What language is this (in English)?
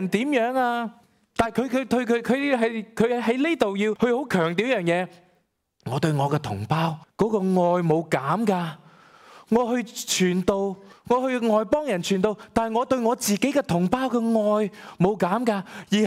Cantonese